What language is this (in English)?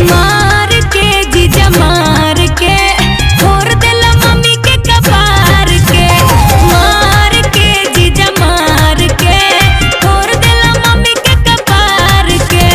Magahi